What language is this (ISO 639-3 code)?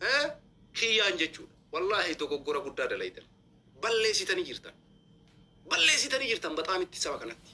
orm